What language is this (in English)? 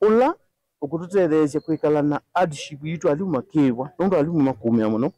Kamba